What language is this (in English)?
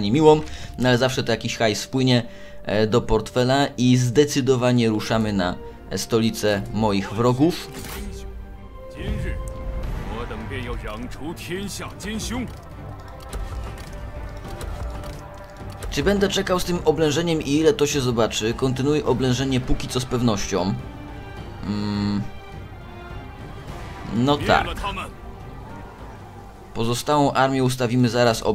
Polish